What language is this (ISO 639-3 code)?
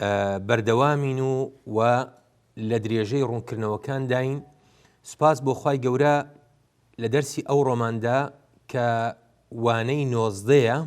ckb